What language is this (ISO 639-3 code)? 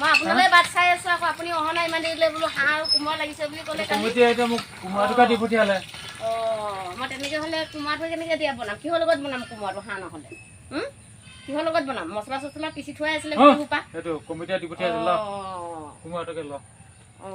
asm